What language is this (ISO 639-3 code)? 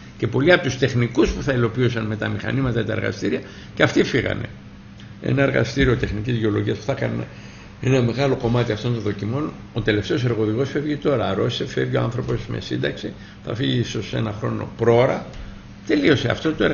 ell